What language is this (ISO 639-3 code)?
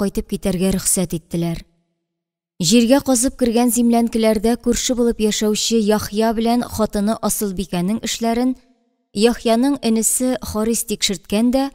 tat